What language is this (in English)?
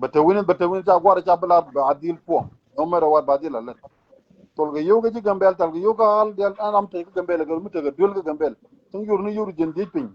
Nuer